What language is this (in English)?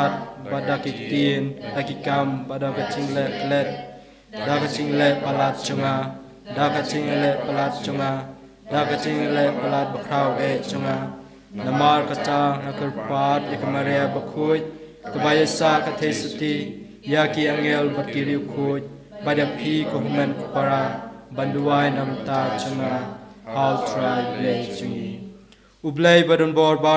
Khasi